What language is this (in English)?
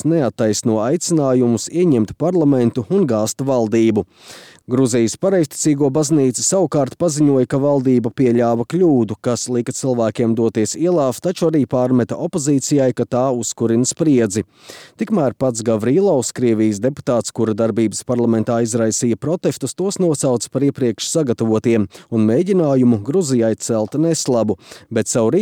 Latvian